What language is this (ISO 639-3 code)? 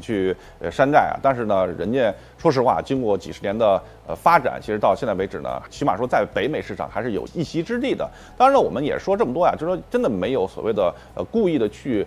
zho